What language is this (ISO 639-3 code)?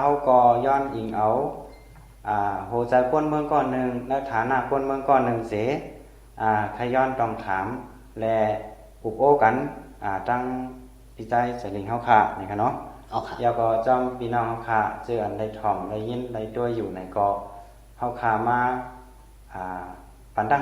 shn